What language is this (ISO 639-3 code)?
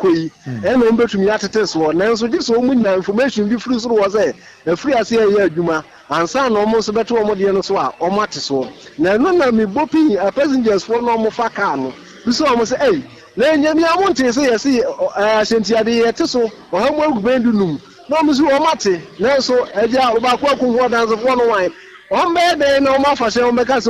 aka